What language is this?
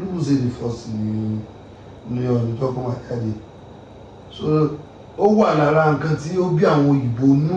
Yoruba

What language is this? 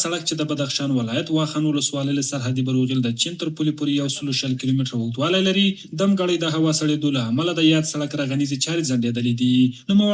Pashto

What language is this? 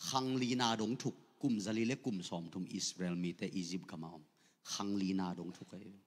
Tedim Chin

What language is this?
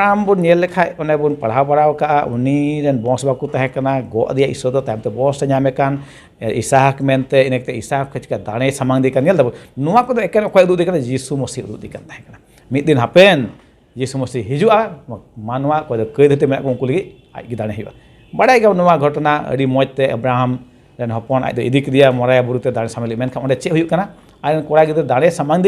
Santali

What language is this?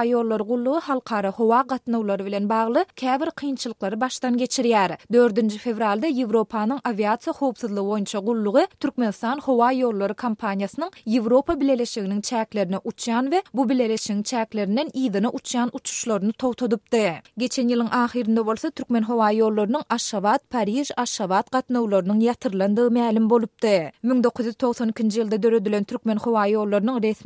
Turkmen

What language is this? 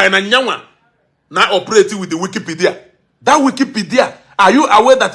Igbo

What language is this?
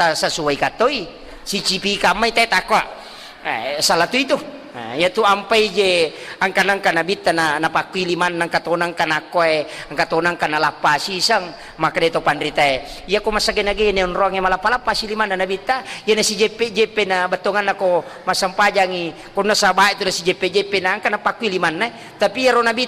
Buginese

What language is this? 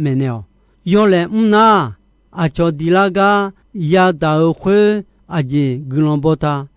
Akha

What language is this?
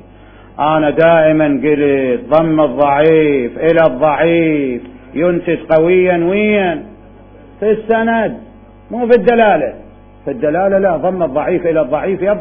Mesopotamian Arabic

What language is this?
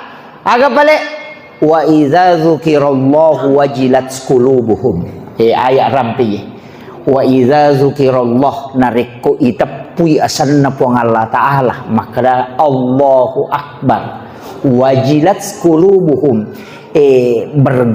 Buginese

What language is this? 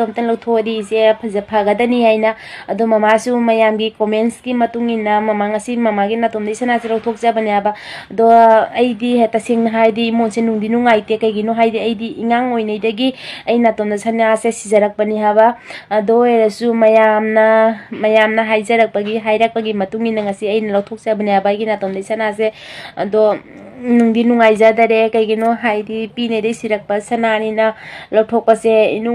Manipuri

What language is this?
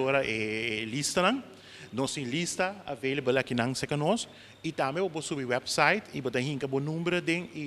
Papiamento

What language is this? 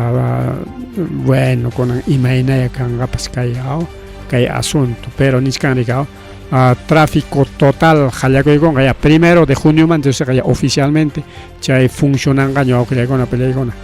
Ayacucho Quechua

